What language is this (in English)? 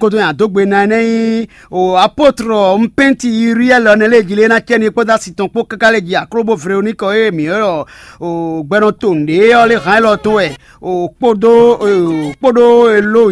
Fon